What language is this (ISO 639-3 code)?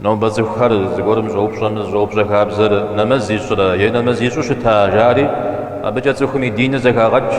kbd